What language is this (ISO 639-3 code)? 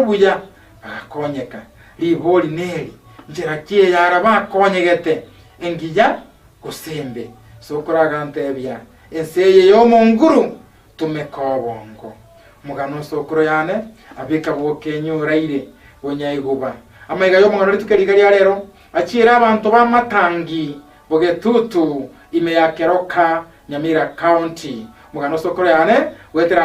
guz